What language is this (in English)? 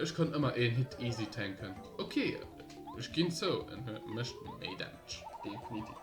Luxembourgish